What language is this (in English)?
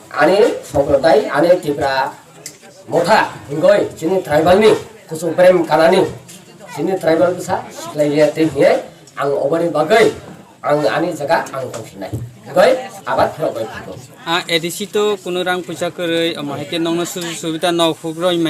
Kok Borok